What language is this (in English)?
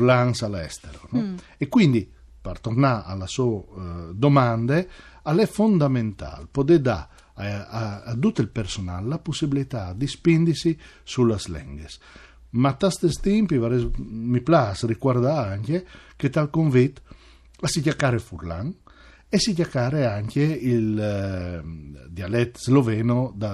Friulian